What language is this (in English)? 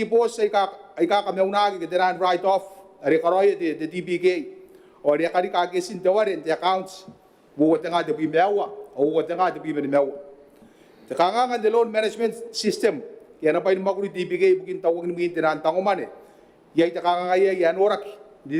Gilbertese